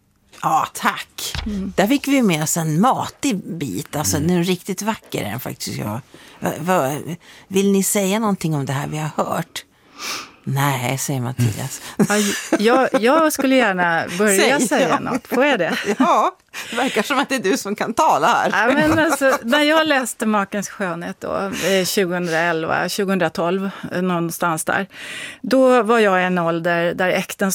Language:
Swedish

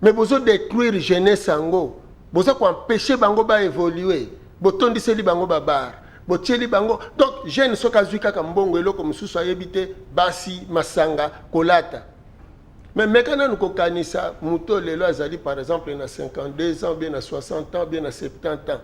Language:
Lingala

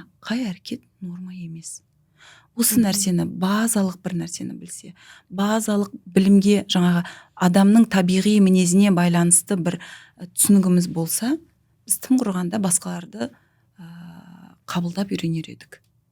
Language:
Kazakh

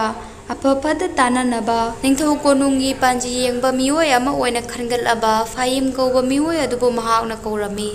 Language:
Manipuri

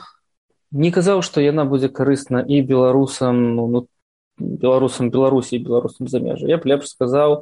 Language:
Belarusian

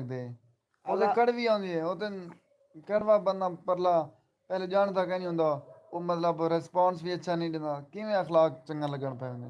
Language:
Saraiki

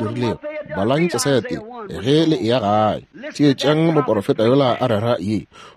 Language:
Northern Sotho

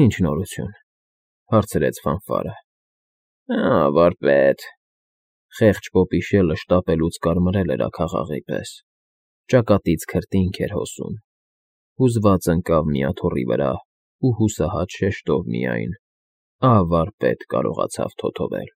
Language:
Armenian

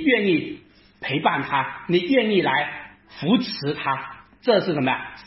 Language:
Chinese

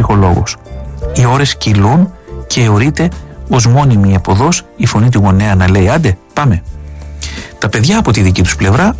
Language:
Greek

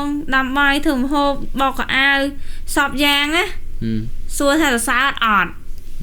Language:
Khmer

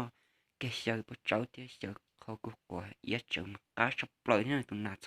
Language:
Hmong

